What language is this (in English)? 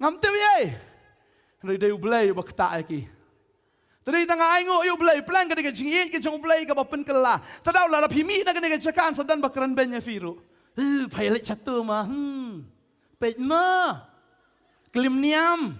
Khasi